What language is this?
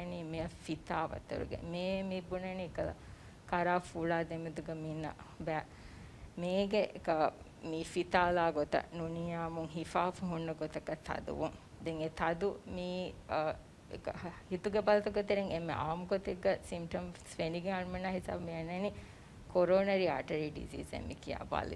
Divehi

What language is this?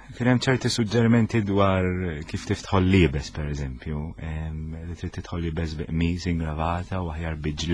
Maltese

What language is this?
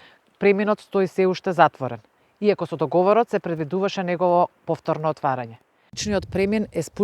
Macedonian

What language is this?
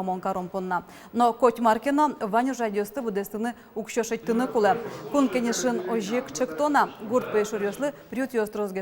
Udmurt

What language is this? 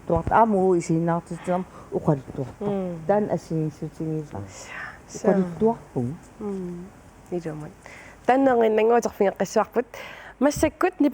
Kalaallisut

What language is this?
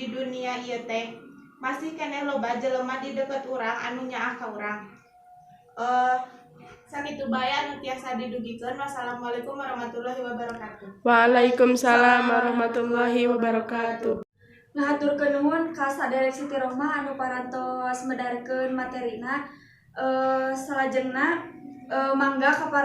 Sundanese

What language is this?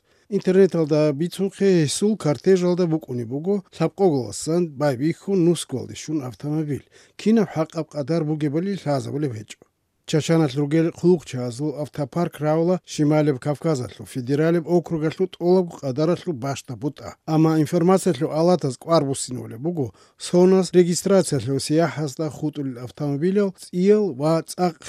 Avaric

